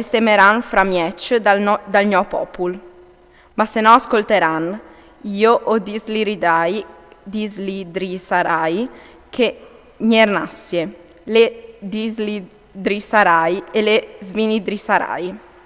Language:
Friulian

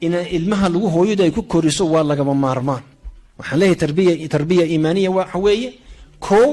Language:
Somali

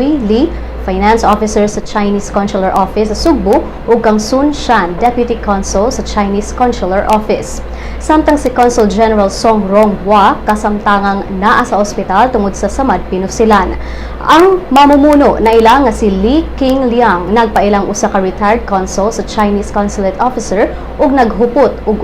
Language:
Cebuano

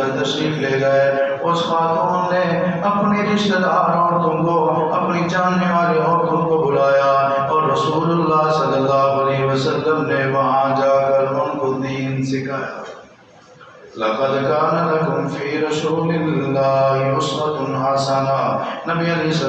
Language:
Urdu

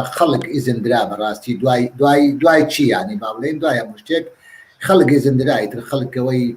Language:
Central Kurdish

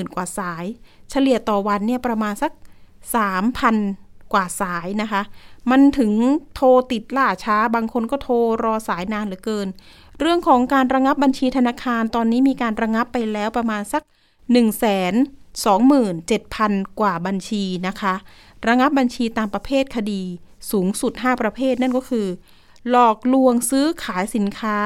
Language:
Thai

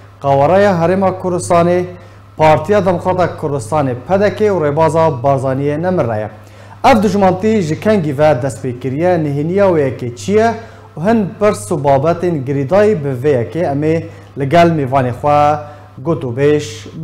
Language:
Kurdish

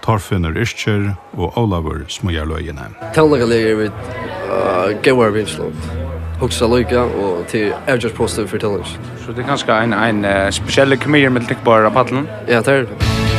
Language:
Faroese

